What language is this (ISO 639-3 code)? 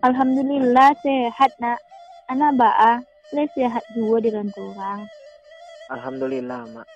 min